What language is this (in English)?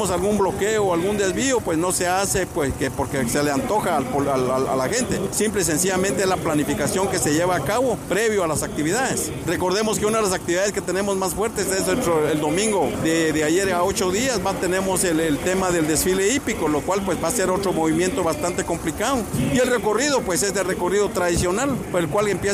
Spanish